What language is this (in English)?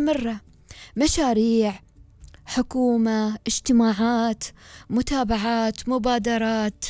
Gulf Arabic